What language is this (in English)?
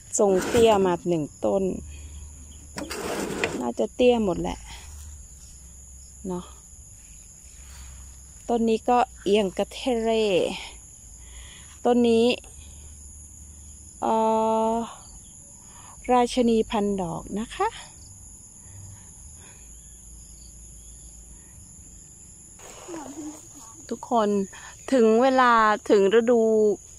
Thai